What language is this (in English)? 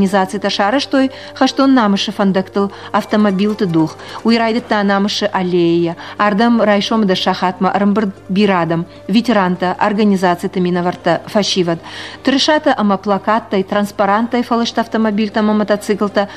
Ossetic